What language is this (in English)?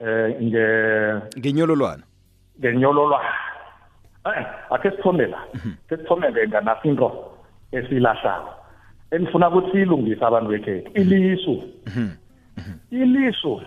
South Ndebele